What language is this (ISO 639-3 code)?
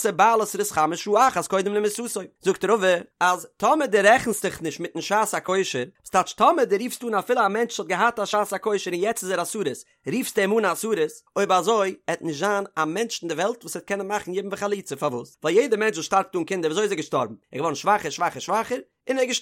yid